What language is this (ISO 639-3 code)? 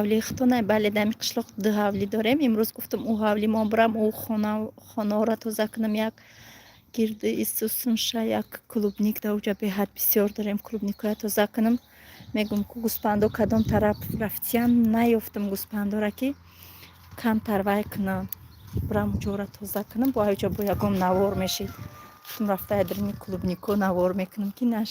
tgk